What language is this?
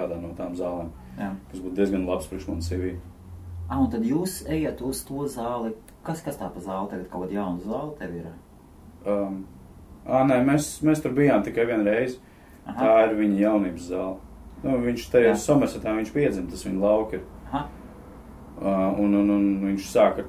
Latvian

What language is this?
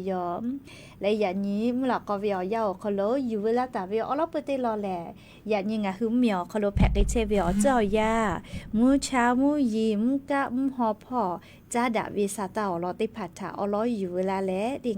Lahu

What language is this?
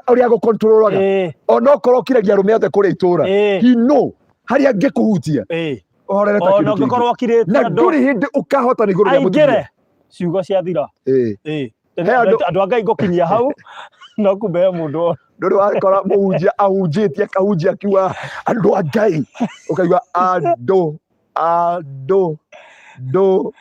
Kikuyu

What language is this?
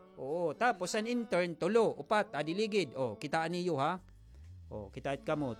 Waray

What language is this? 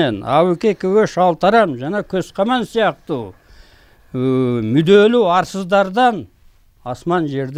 Kyrgyz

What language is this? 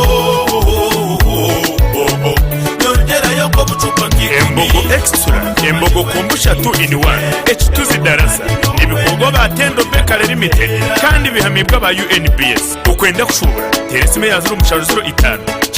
Nyankole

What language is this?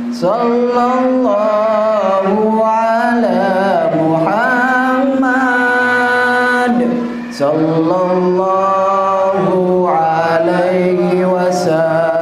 Buginese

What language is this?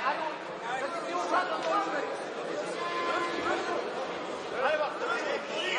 Bulgarian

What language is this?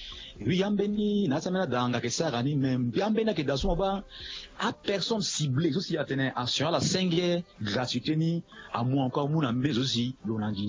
Sango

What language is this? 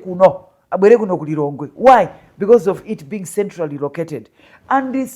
Nyanja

